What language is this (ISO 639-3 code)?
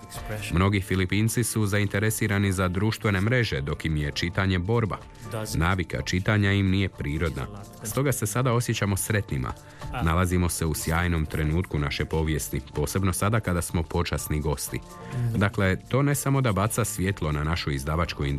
hrv